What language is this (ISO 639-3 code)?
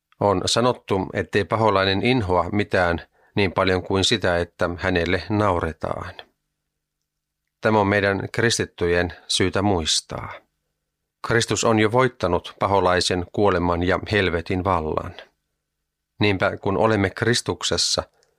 fin